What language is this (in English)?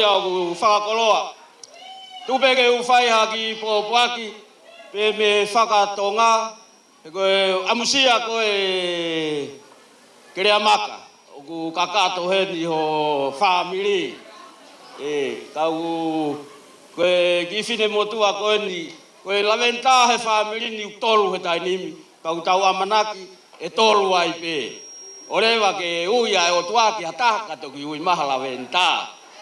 Tongan